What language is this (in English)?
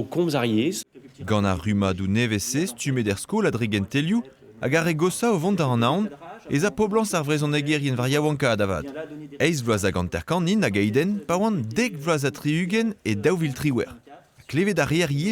Breton